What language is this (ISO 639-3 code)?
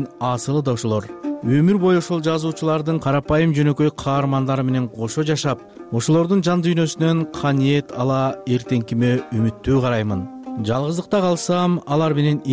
kir